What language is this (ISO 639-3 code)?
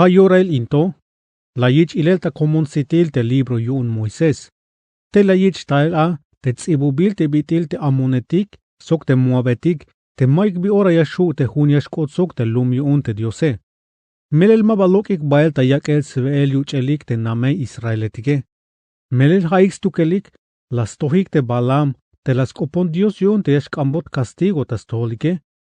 tzh